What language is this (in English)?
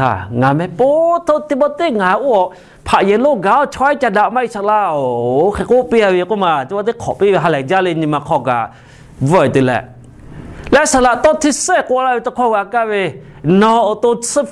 Lahu